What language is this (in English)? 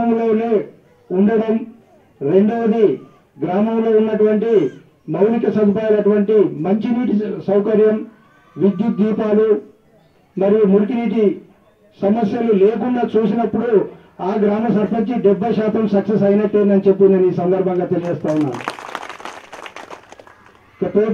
Telugu